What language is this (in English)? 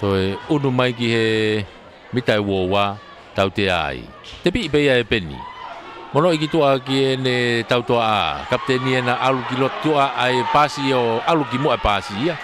Tongan